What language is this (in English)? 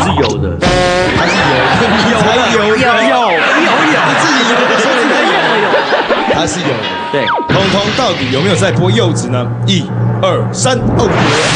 Chinese